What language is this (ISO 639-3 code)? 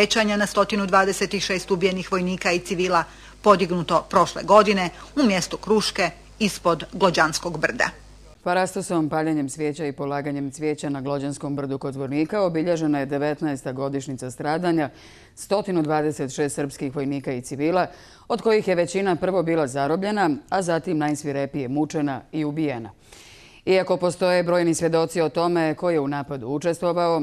bos